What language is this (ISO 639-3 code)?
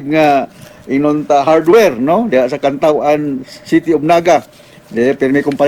ceb